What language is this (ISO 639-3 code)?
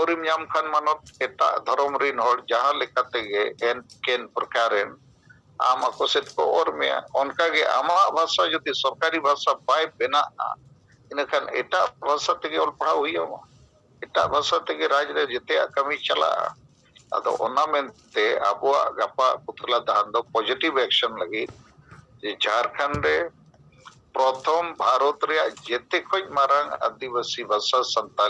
sat